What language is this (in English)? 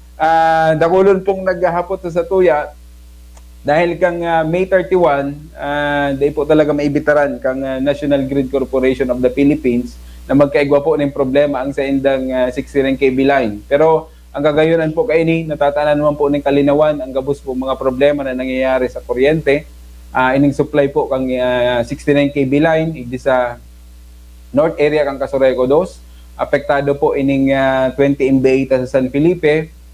Bikol